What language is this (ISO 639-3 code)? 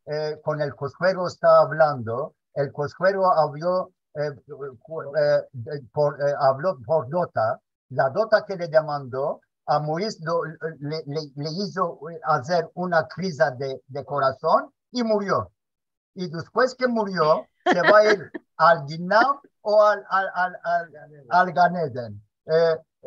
lad